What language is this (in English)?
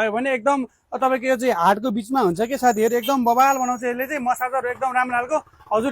Nepali